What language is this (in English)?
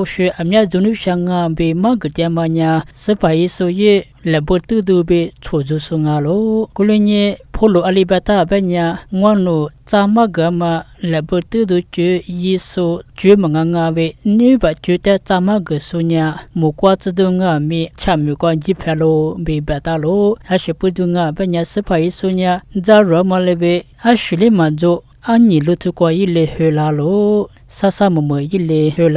Lisu